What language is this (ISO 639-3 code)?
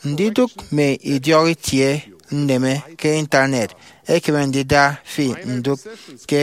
efi